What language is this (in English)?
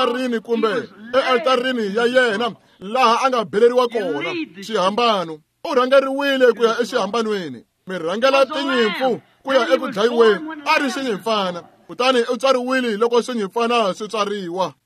Tsonga